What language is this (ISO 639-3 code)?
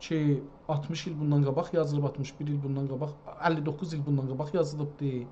azb